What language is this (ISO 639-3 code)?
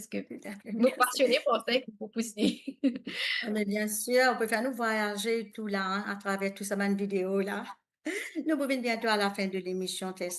mfe